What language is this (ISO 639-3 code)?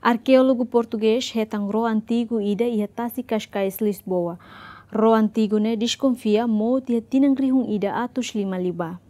tet